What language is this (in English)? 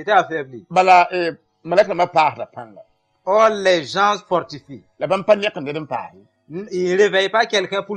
Mossi